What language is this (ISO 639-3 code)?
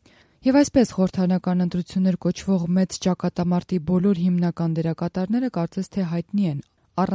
hye